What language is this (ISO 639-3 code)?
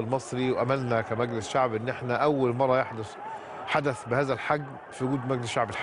arz